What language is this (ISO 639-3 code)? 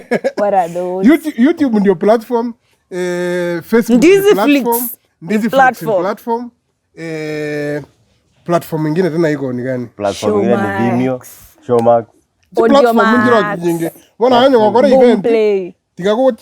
guz